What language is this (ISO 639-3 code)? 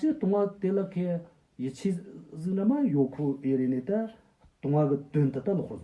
bod